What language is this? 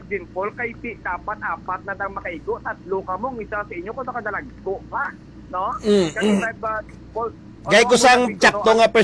Hiligaynon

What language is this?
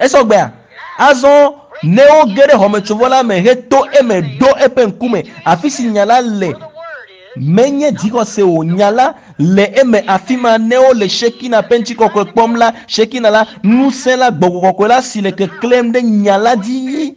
Ewe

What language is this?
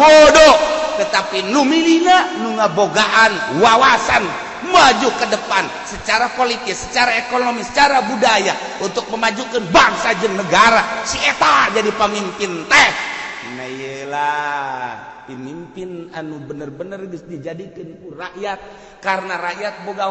Sundanese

